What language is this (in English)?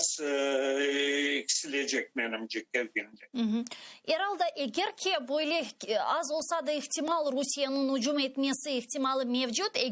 Crimean Tatar